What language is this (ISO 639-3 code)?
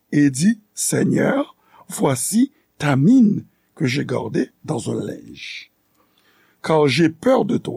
hat